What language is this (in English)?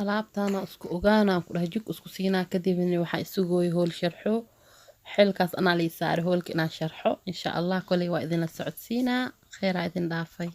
Somali